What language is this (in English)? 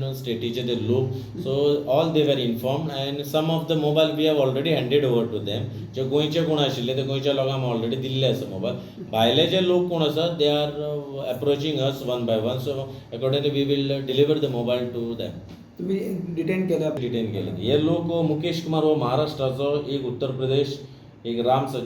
Konkani